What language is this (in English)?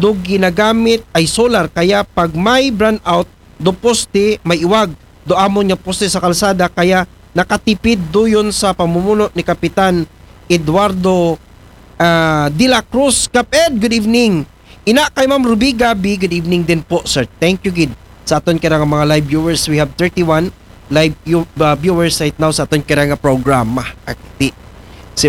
Aklanon